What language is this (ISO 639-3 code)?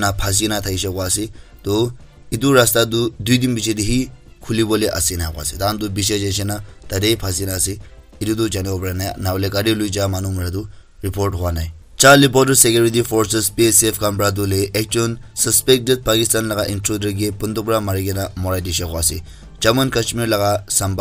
nag